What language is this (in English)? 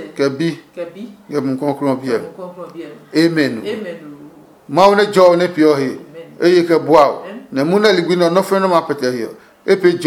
Adangme